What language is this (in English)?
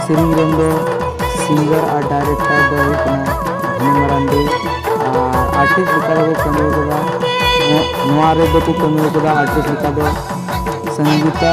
Santali